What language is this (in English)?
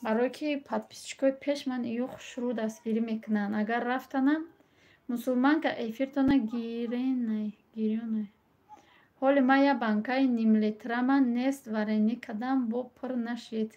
Tajik